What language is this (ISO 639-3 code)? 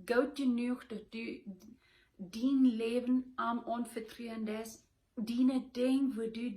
pdt